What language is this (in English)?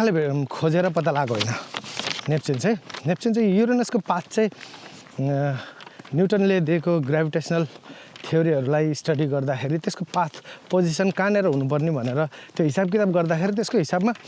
Nepali